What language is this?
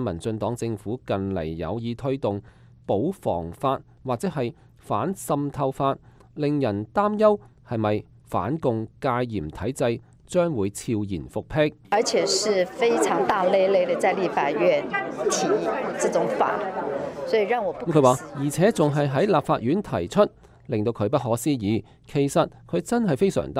Cantonese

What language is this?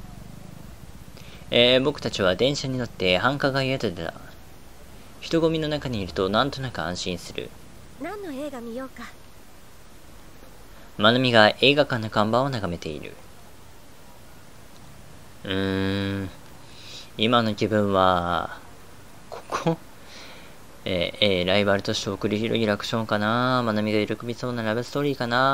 Japanese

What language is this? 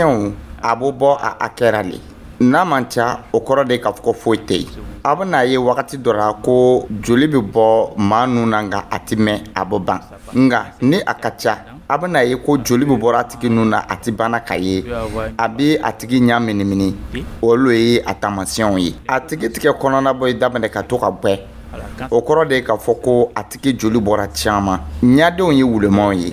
Dyula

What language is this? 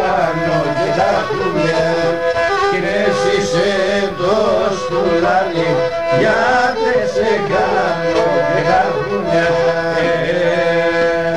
Pontic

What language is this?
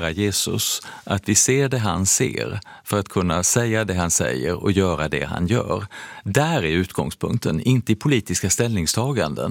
Swedish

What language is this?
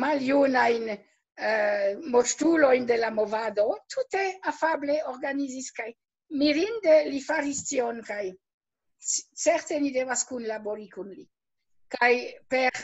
Esperanto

